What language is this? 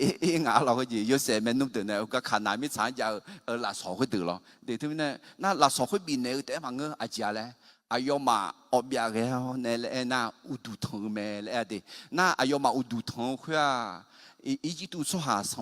Akha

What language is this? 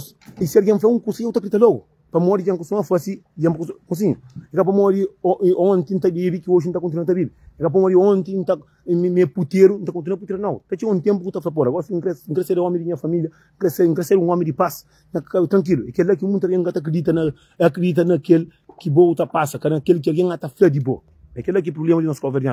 Kabuverdianu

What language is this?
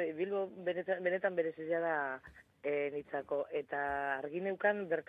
Basque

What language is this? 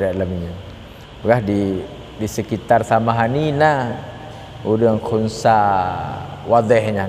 Achinese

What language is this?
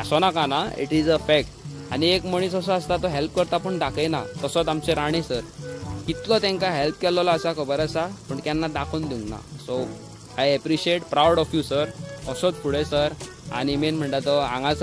Konkani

